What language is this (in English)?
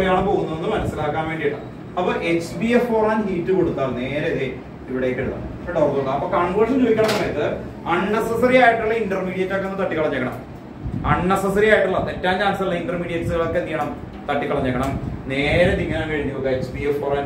Malayalam